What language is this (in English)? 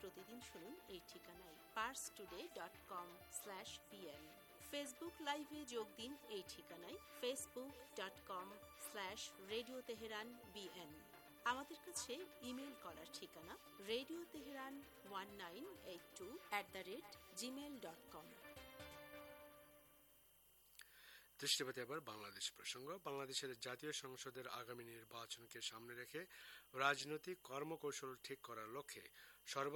Bangla